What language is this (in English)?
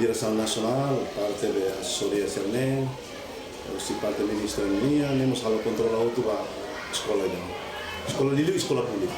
Tetum